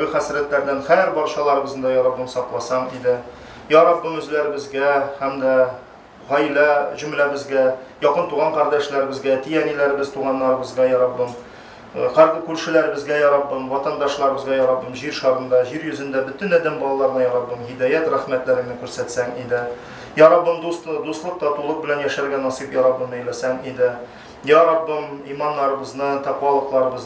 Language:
Tatar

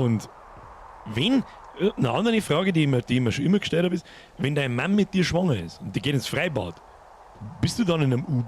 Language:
Bavarian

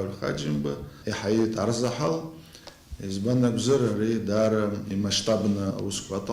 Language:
Abkhazian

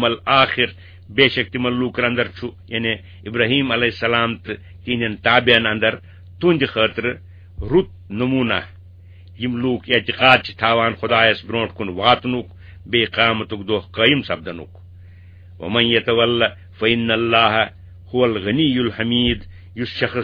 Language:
Kashmiri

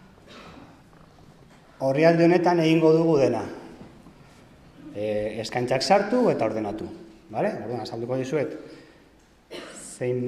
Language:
Basque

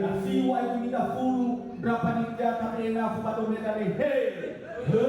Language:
Nias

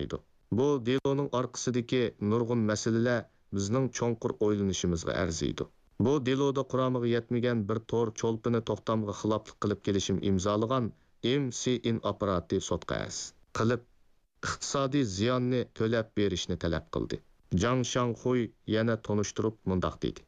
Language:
Uyghur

